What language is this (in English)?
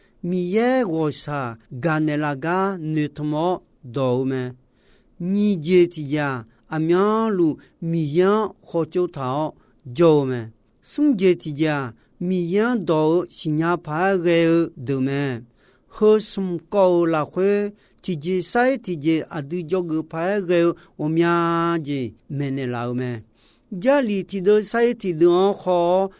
Akha